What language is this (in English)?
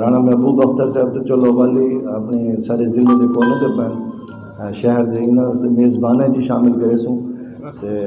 Saraiki